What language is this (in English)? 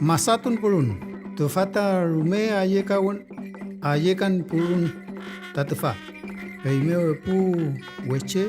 Mapuche